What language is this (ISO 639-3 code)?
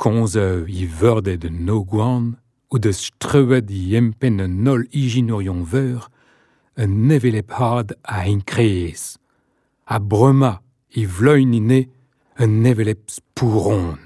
bre